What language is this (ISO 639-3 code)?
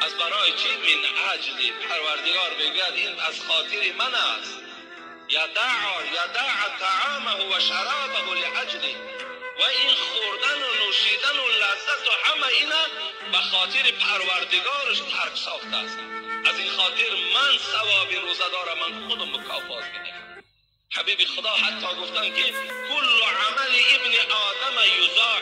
tgk